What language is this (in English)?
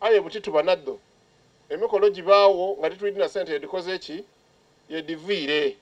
Soga